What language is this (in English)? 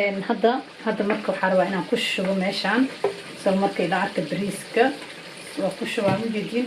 Somali